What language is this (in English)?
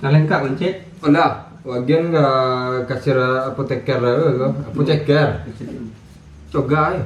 Minangkabau